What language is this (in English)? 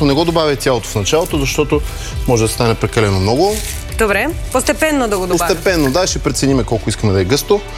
Bulgarian